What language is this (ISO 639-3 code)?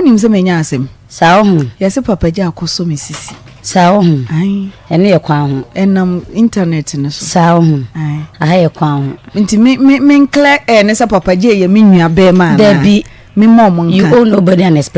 aka